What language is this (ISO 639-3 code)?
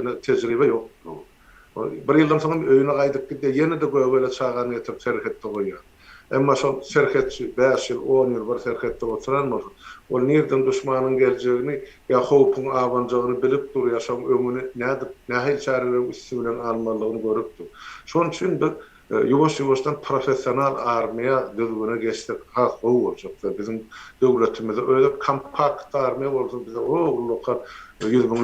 tuk